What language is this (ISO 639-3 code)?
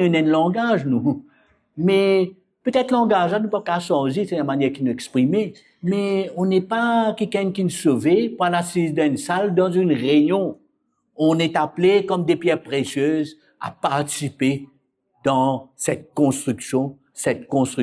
mfe